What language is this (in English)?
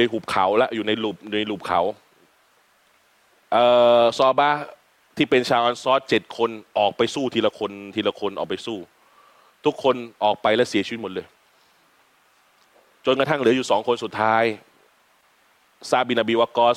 Thai